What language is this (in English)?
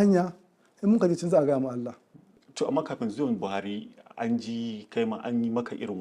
Hausa